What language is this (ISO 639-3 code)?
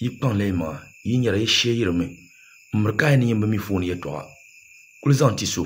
dag